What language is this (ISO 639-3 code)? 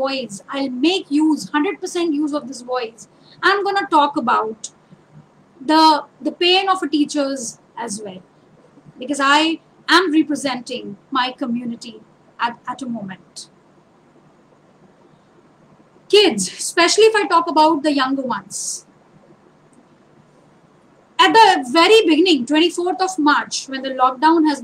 eng